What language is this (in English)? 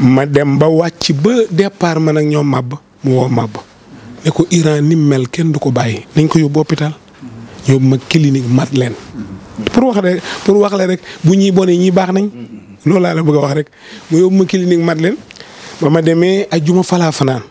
Wolof